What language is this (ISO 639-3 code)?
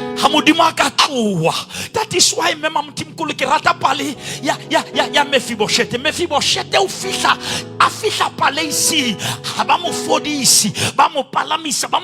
sot